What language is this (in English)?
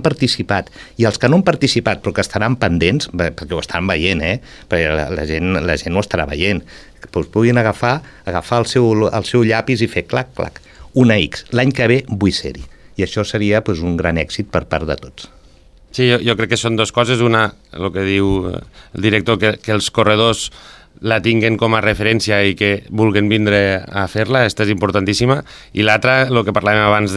Catalan